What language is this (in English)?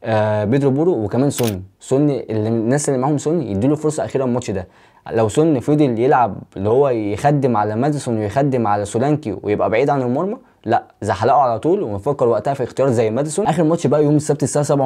Egyptian Arabic